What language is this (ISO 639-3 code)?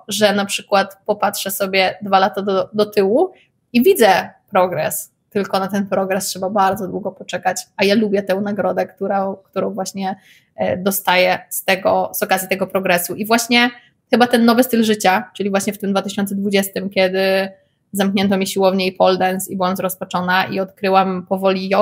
pol